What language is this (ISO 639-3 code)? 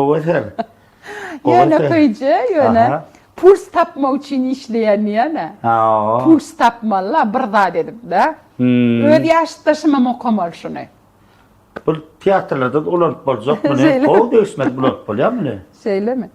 tuk